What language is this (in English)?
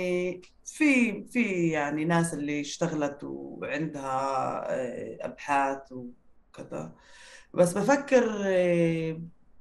North Levantine Arabic